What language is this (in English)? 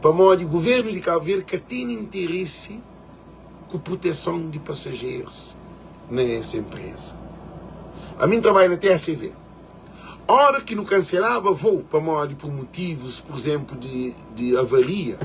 Kabuverdianu